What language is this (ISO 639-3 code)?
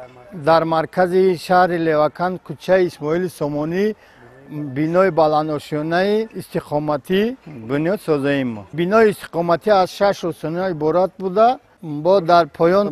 tgk